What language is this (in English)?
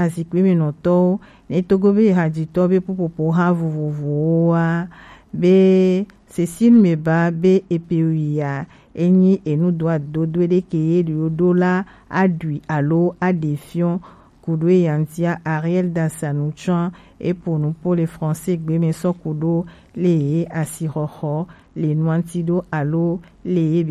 Gen